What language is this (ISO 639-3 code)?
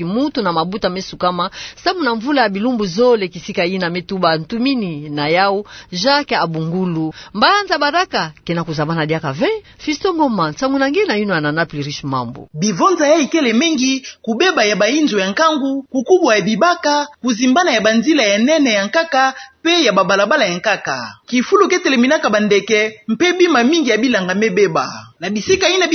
ktu